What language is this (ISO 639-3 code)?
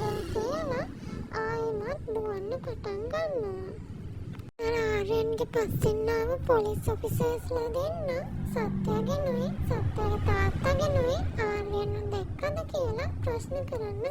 sin